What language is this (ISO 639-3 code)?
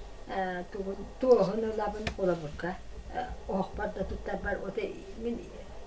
sah